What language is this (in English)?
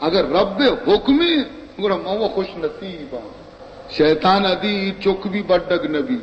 Baluchi